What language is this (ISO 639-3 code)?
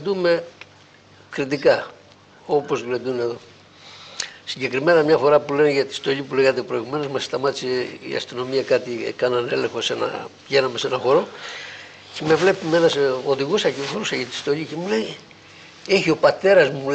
ell